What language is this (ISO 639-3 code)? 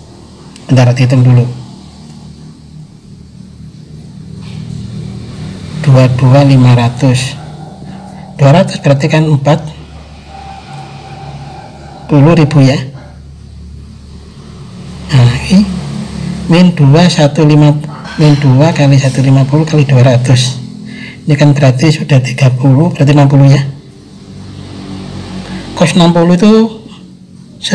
ind